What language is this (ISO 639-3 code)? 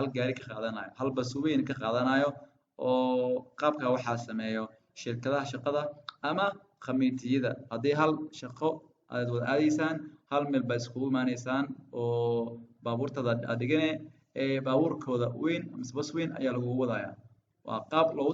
som